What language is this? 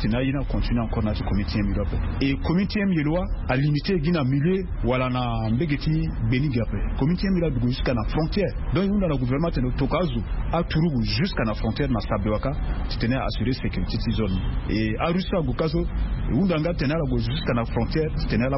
Sango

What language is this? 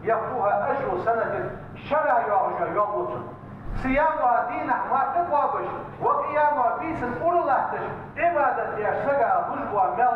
Ingush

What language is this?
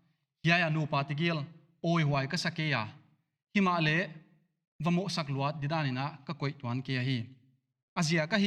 Paite Chin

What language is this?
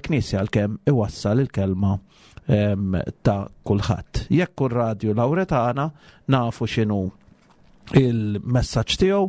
Maltese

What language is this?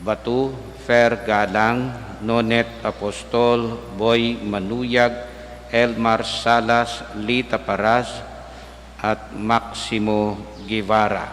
Pampanga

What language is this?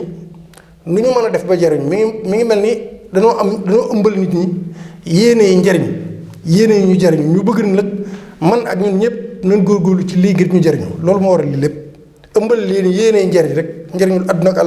Wolof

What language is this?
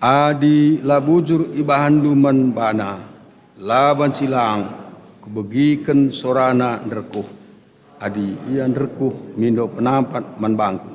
Batak Karo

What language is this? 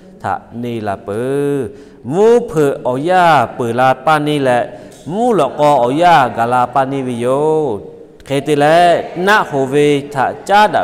Lahu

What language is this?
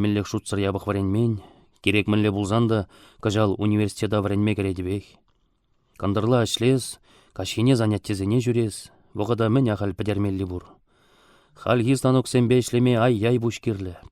Chuvash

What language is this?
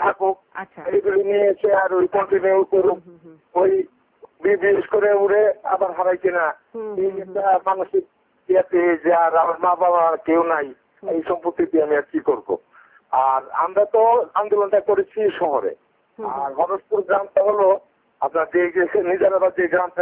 Bangla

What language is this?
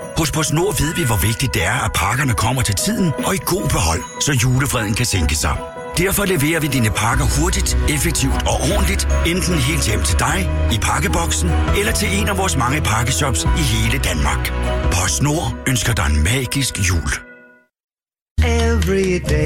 Danish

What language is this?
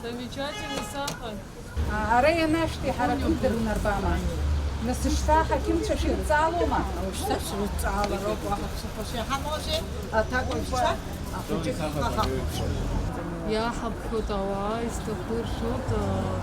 Abkhazian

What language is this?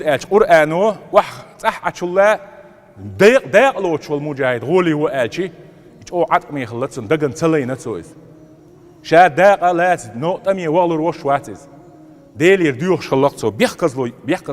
Chechen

